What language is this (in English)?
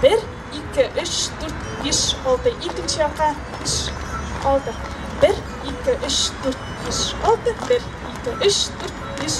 Tatar